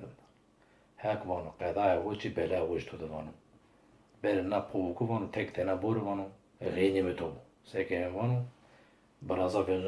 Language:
Zaza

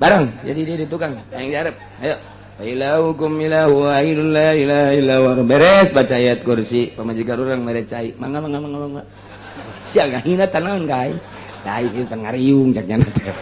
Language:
Sundanese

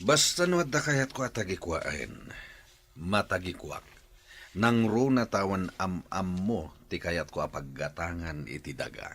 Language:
Iloko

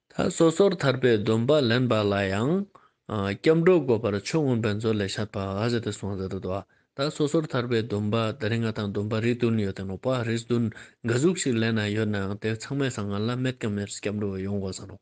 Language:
Ladakhi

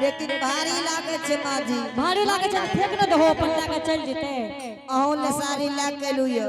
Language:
Angika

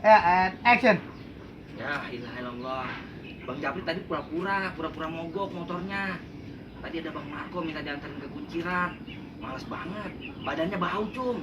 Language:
Betawi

